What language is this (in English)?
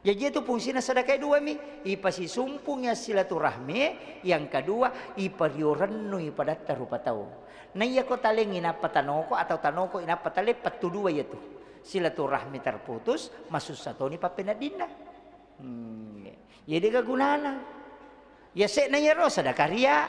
Buginese